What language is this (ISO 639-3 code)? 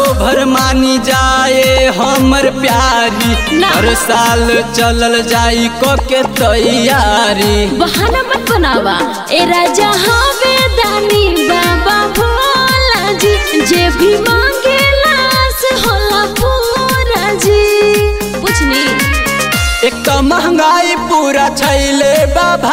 mag